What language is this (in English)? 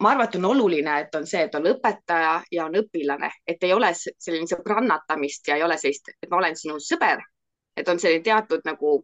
Estonian